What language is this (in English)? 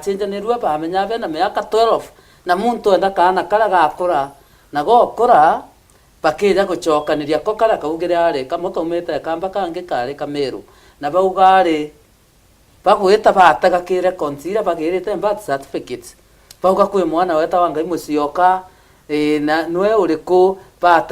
Meru